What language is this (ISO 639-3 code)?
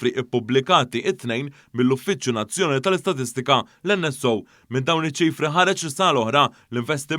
mlt